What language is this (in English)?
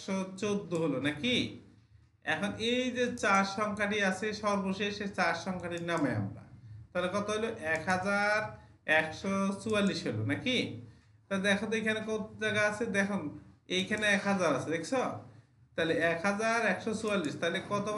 Bangla